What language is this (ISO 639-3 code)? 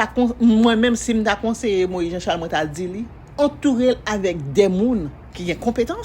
hat